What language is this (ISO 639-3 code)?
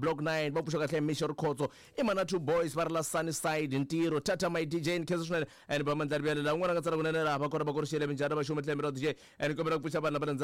tso